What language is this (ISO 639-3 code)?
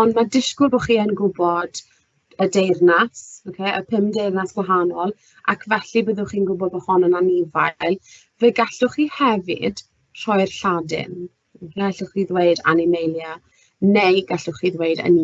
cym